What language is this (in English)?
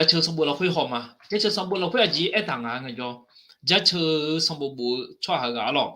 Akha